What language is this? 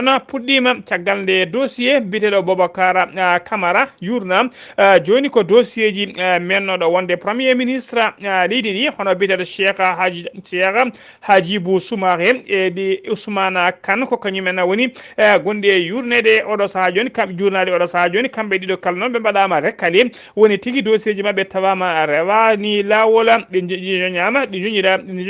Fula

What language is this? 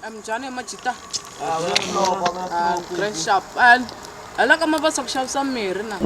Tsonga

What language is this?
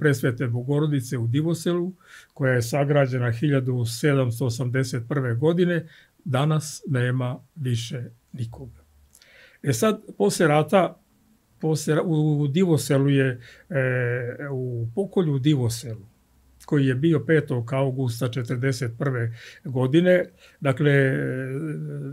Serbian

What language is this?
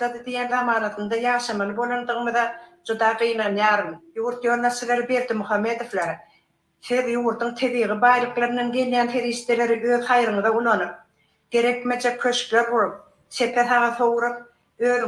Turkmen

